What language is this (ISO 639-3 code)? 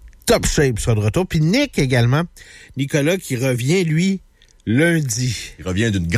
fra